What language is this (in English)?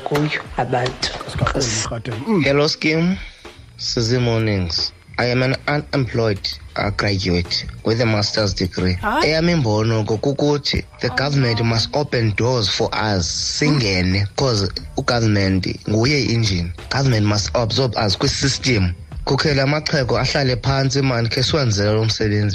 Xhosa